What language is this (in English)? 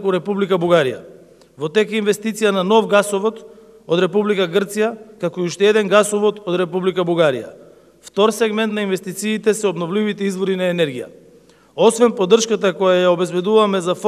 Macedonian